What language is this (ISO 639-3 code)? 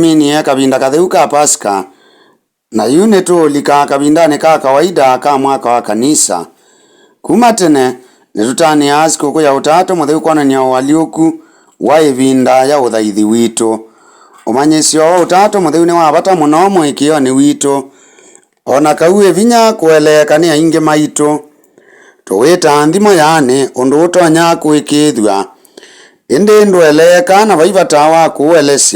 kam